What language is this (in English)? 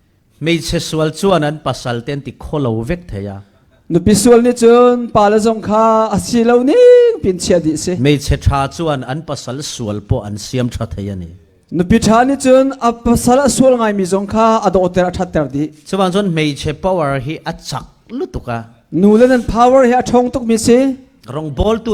Falam Chin